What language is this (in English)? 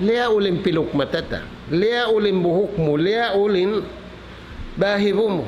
Tausug